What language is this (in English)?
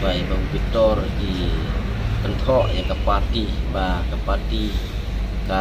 Khasi